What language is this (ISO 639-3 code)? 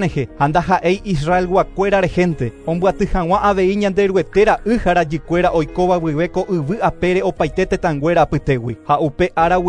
grn